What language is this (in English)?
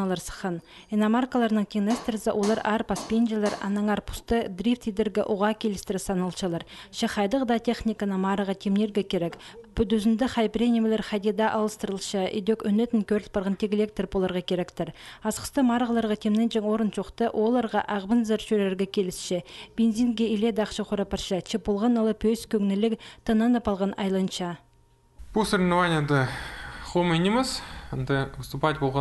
Khakas